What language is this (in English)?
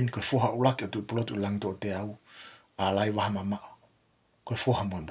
Tongan